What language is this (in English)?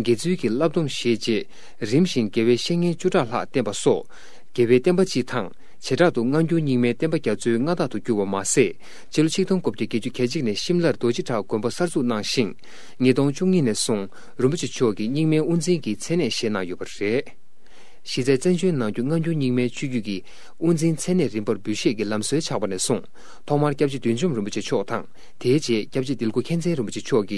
Tibetan